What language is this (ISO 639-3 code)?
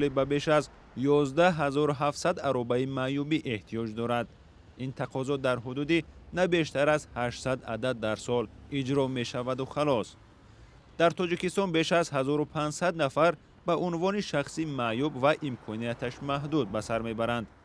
tgk